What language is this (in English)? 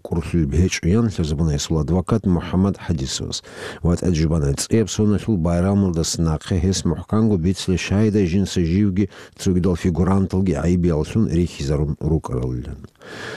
Avaric